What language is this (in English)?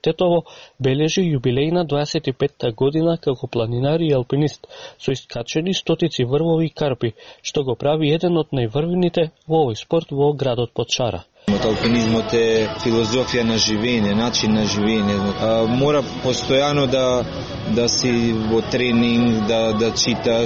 Macedonian